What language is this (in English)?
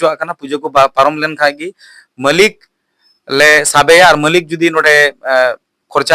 Santali